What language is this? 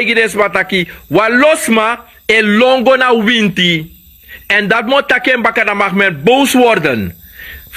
Sranan Tongo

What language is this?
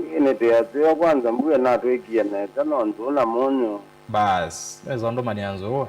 Kamba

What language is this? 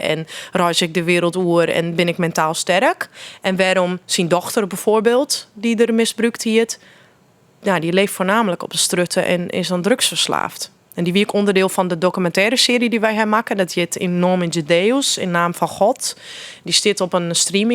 Western Frisian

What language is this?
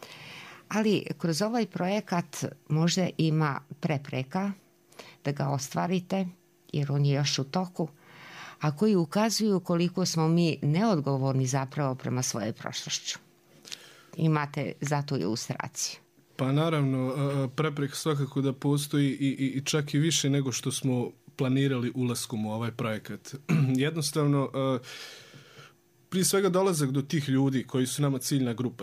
Bosnian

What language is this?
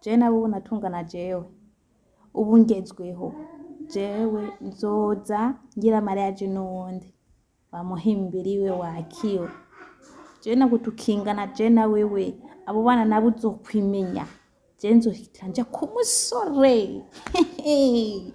Rundi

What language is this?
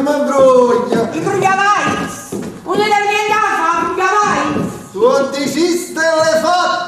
Neapolitan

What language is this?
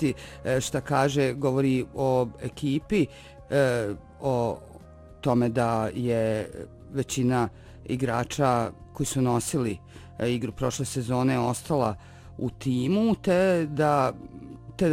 Bosnian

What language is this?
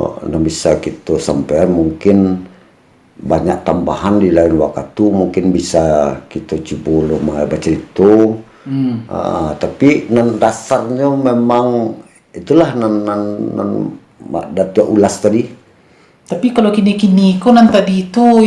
Minangkabau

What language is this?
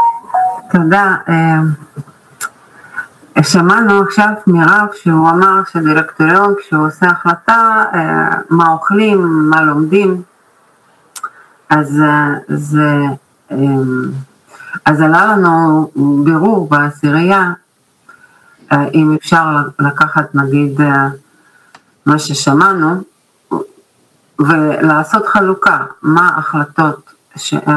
Hebrew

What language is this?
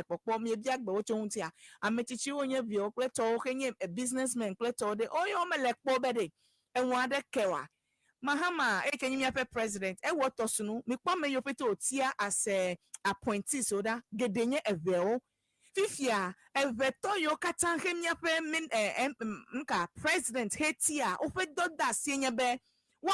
Ewe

